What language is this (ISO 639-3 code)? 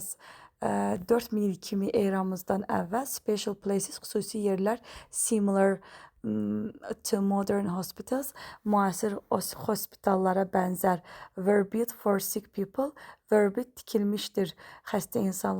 aze